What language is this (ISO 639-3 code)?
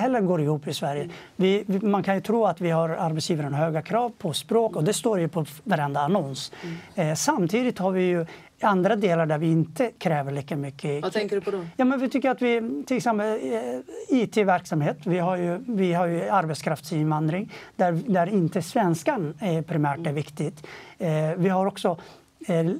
swe